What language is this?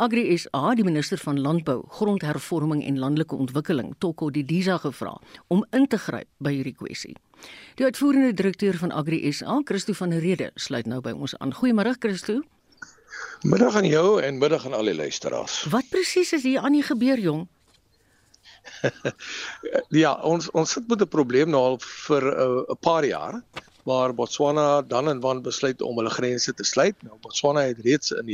Afrikaans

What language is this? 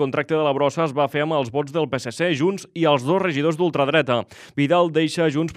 Catalan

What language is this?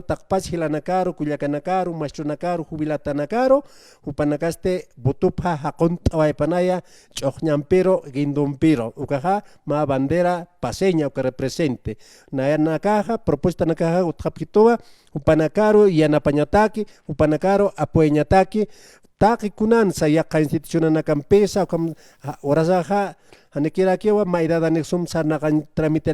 Aymara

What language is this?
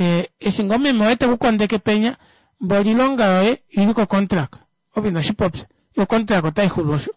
Kuanyama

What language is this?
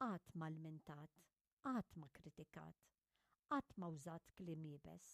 Maltese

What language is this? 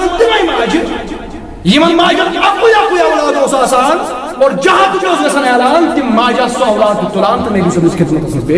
Kashmiri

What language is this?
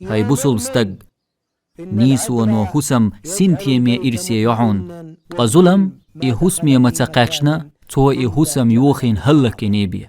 Chechen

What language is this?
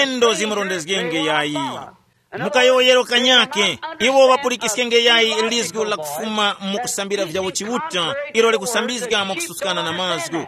Tumbuka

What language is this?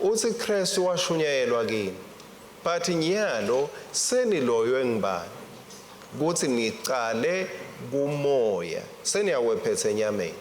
Swati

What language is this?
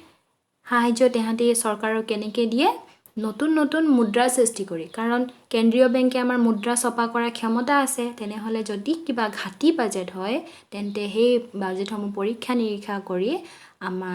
Assamese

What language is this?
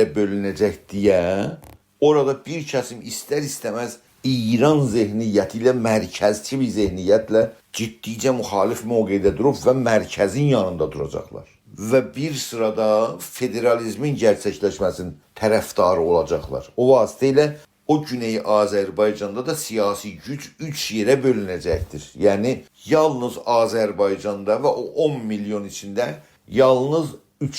South Azerbaijani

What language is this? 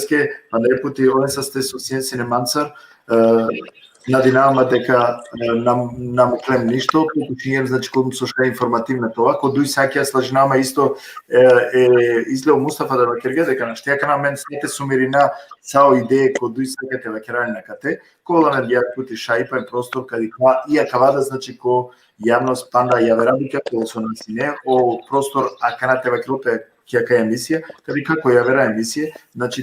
Balkan Romani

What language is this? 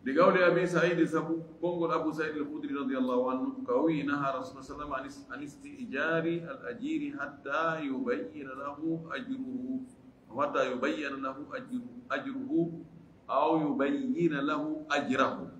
Fula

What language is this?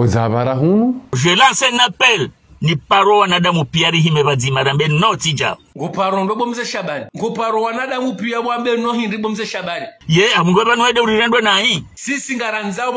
Ngazidja Comorian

